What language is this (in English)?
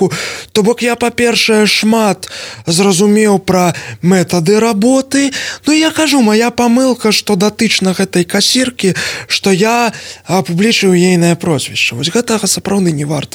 Belarusian